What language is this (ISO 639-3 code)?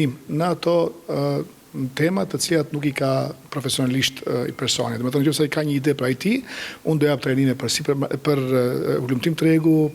sqi